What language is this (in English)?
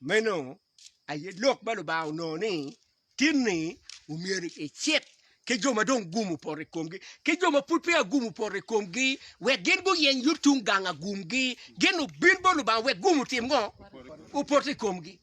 Acoli